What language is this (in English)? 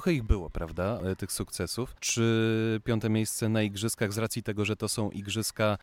Polish